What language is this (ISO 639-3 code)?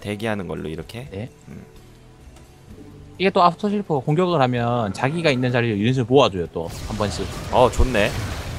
kor